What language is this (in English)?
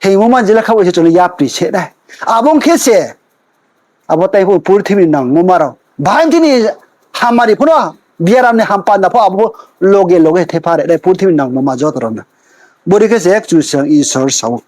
Riang (India)